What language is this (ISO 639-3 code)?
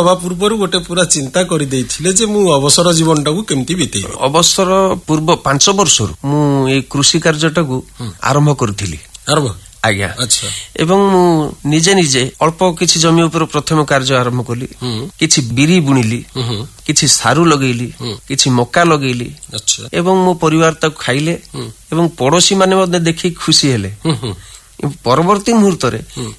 ori